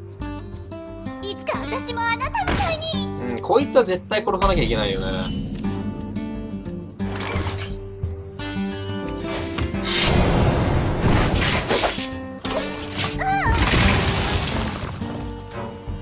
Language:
Japanese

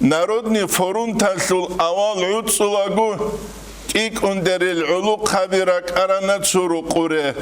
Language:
Avaric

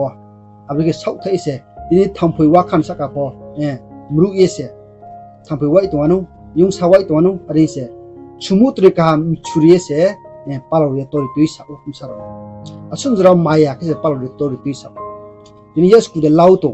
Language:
Riang (India)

